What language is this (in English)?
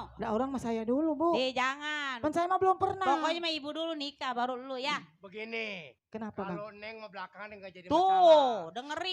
Betawi